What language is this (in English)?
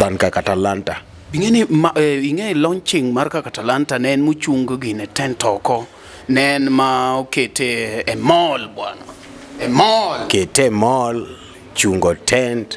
Luo (Kenya and Tanzania)